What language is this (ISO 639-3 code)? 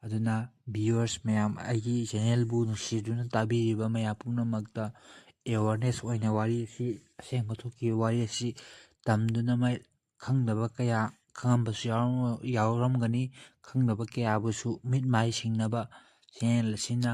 mni